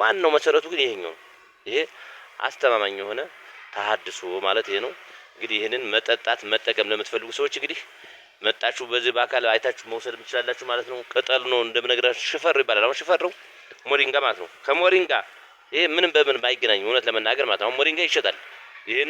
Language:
Amharic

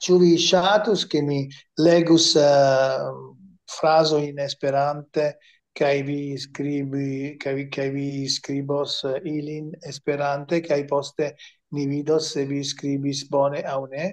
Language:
Esperanto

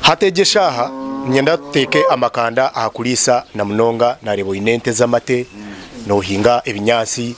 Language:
Nyankole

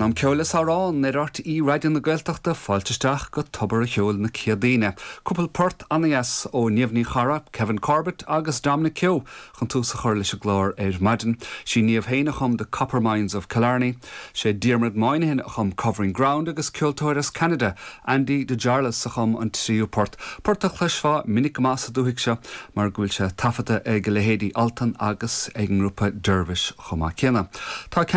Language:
Irish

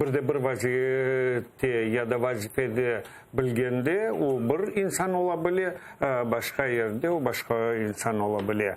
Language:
Crimean Tatar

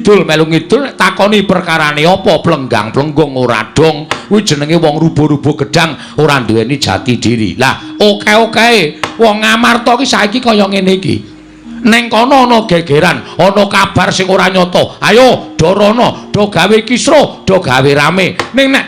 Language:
Javanese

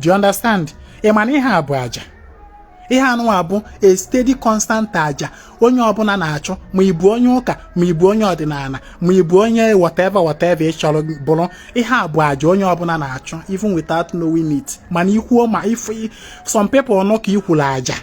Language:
Igbo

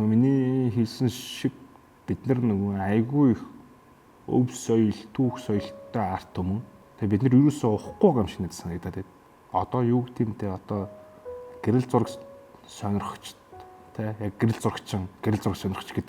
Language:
Mongolian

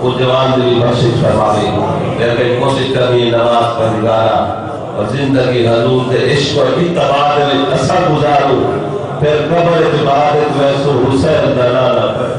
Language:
Saraiki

